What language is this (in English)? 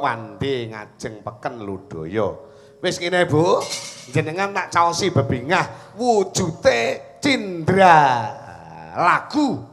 Javanese